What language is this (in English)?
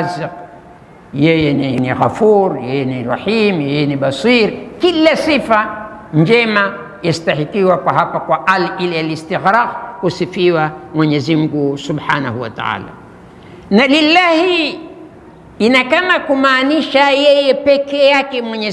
Swahili